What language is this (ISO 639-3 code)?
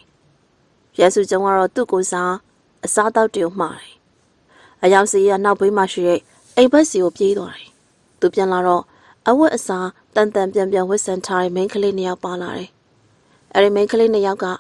mya